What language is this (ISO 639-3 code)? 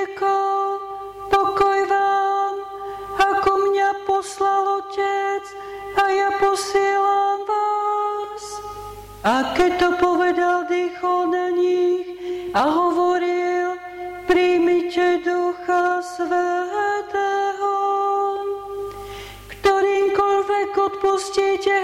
slk